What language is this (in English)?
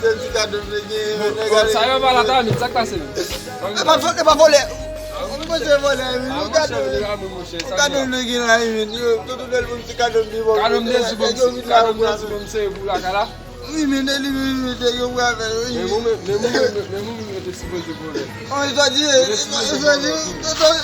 Haitian Creole